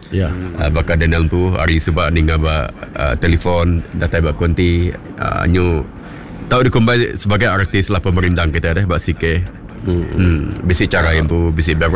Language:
Iban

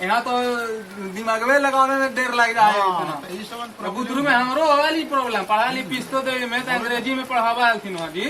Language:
Magahi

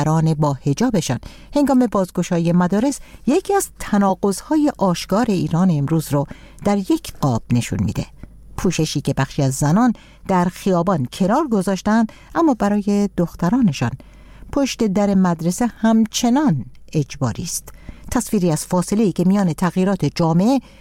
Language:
Persian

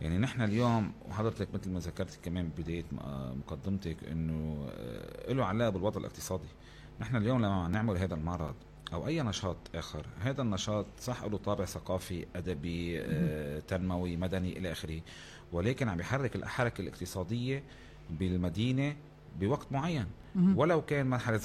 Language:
North Levantine Arabic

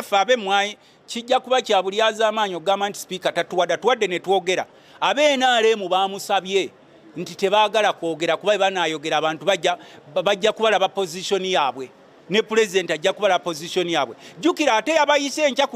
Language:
Ganda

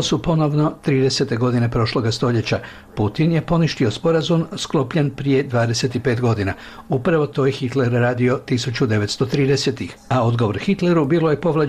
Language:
Croatian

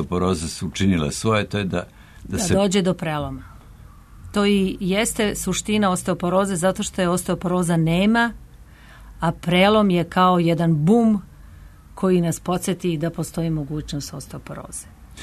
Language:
Serbian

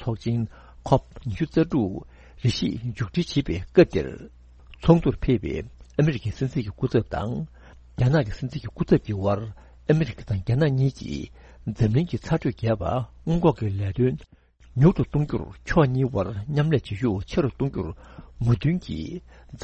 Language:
Tibetan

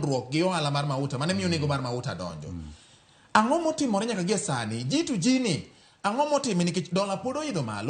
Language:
Luo (Kenya and Tanzania)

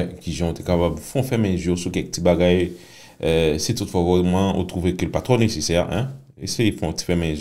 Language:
Haitian Creole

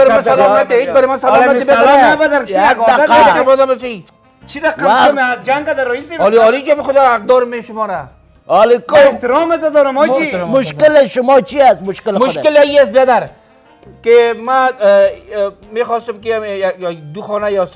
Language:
Persian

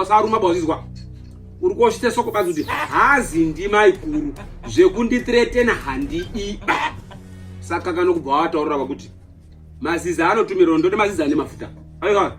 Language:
Shona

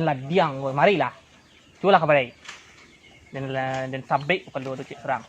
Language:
Minangkabau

